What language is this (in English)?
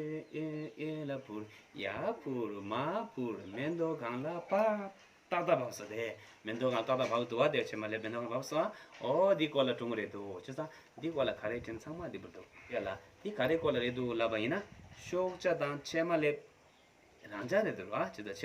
Tibetan